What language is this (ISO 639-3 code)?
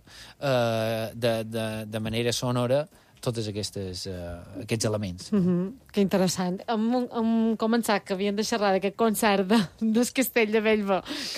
cat